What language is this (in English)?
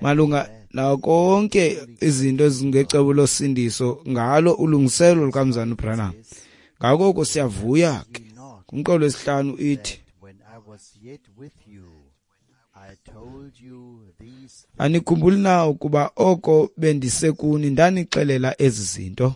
Xhosa